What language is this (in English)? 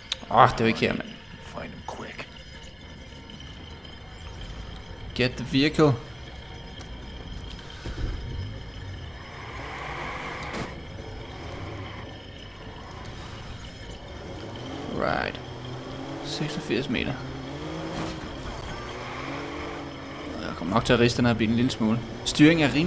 Danish